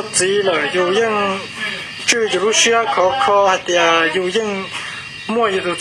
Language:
Hmong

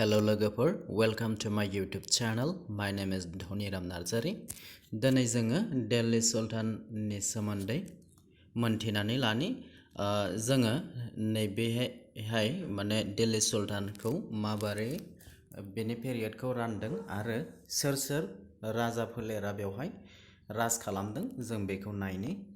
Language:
Bodo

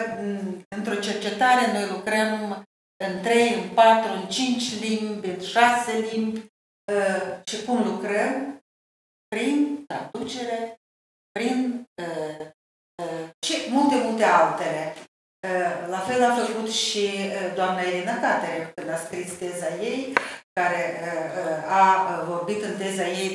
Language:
Romanian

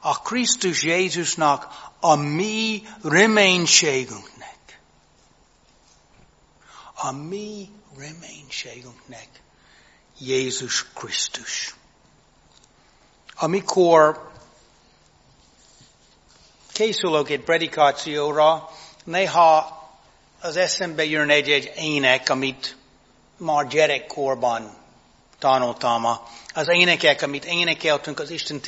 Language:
Hungarian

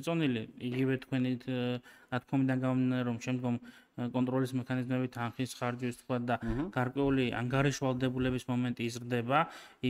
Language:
Georgian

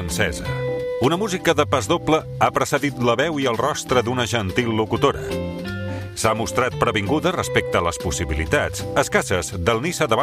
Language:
Catalan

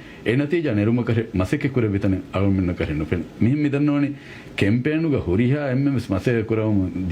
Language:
Divehi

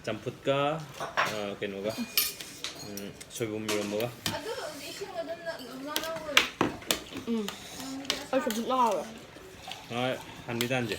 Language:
Manipuri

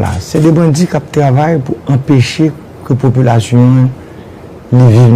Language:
Haitian Creole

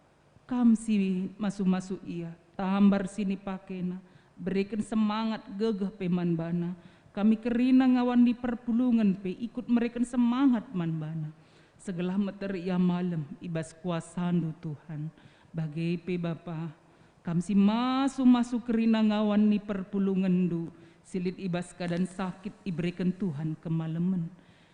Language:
Batak Karo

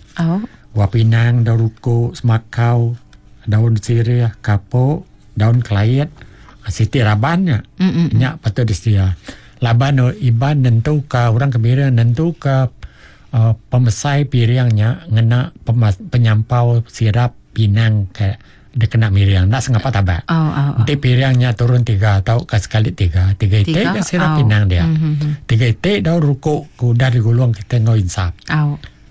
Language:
Iban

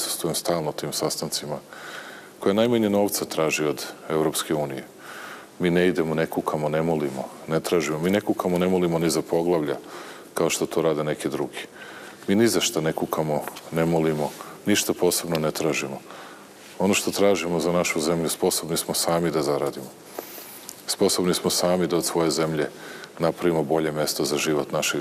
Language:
Serbian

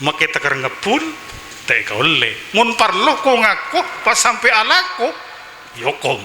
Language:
Madurese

